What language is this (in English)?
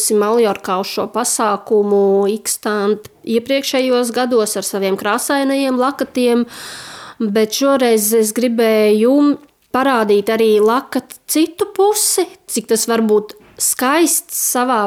Latvian